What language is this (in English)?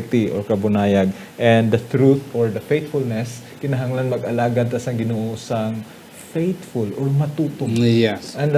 Hiligaynon